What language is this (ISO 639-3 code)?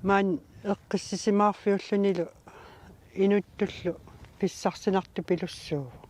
kal